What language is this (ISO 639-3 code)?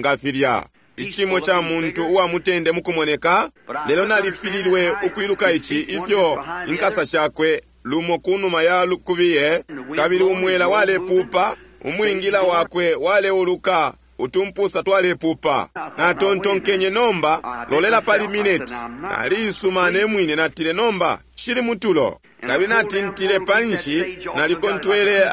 bem